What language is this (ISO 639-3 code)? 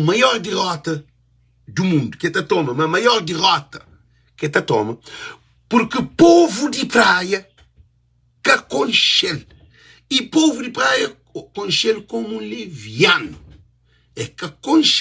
kea